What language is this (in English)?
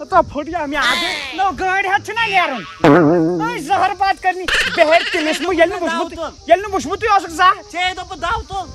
Kashmiri